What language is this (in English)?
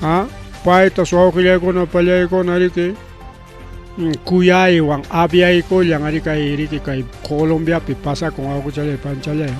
Ayacucho Quechua